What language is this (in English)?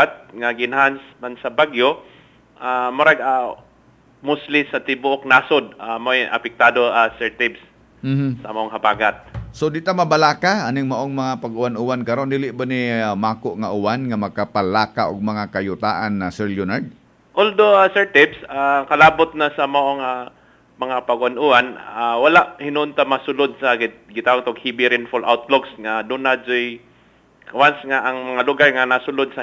Cebuano